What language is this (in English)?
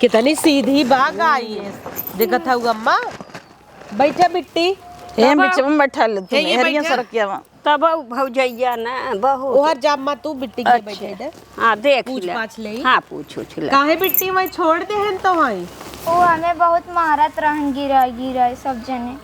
Awadhi